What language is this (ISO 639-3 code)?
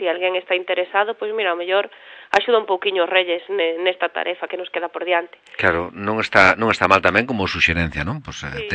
glg